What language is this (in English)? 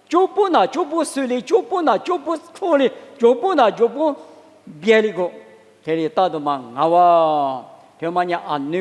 Lisu